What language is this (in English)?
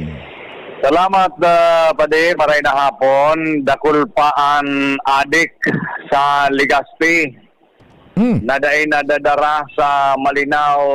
Bikol